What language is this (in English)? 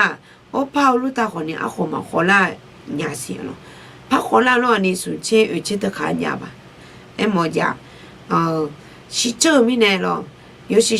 Akha